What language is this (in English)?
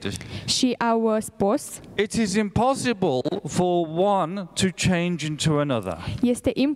Romanian